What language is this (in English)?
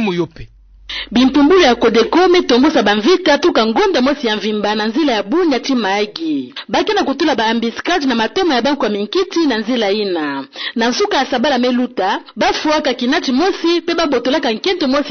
Kituba (Democratic Republic of Congo)